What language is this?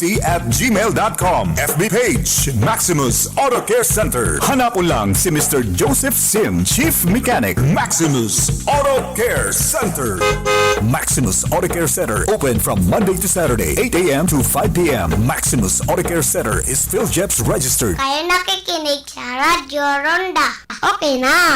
Bikol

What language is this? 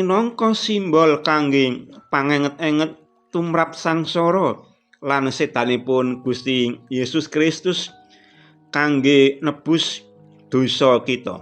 Javanese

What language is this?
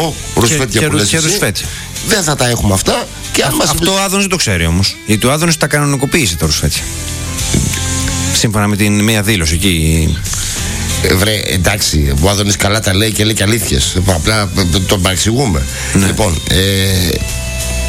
Greek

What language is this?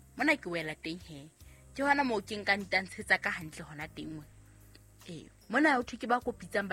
Southern Sotho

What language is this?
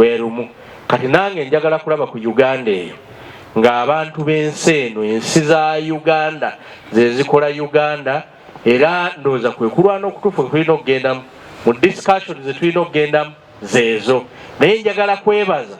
Ganda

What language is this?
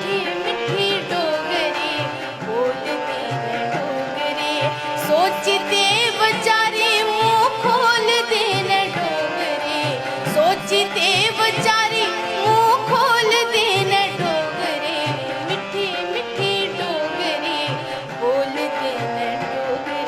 Dogri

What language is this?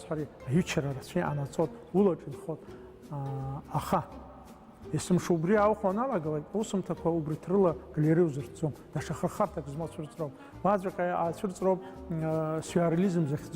Abkhazian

